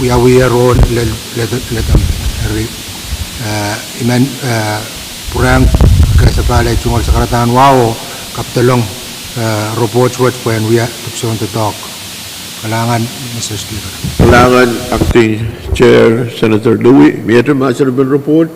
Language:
Pohnpeian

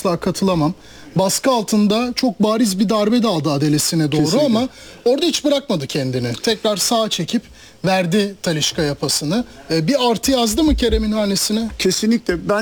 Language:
Turkish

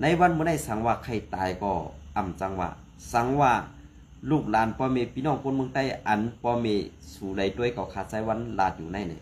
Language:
Shan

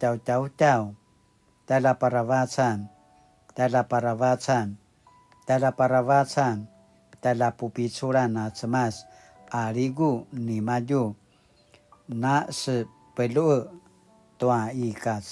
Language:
Paiwan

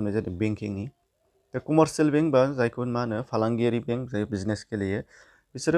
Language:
Bodo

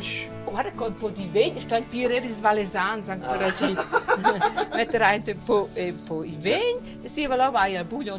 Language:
Romansh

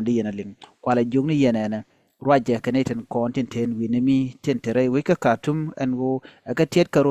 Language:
Nuer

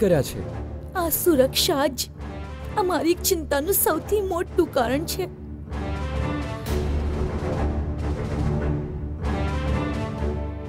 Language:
Gujarati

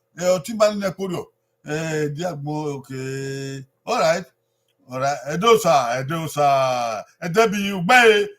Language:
Bini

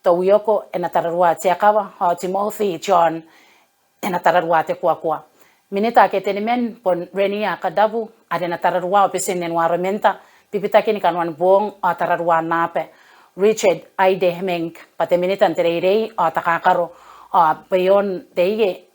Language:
Gilbertese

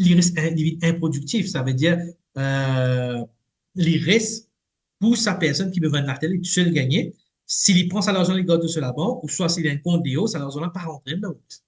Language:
Morisyen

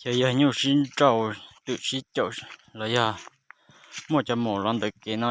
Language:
Hmong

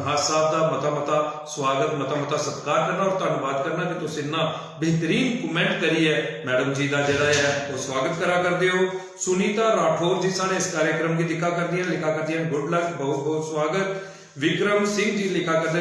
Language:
Dogri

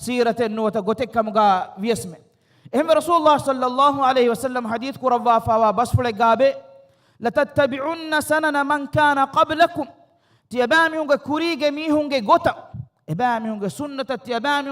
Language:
Divehi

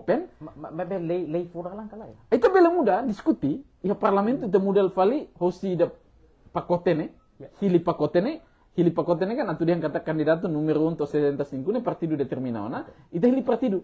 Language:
Tetum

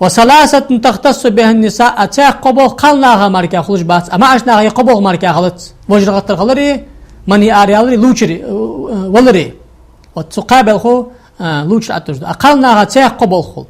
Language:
Ingush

